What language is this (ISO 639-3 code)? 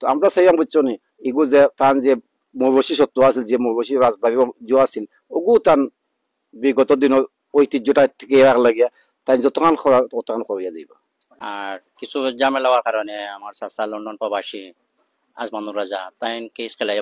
syl